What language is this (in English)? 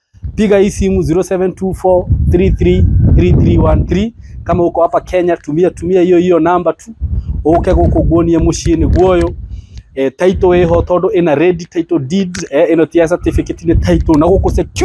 Kikuyu